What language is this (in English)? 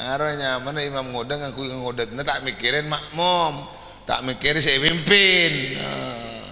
Madurese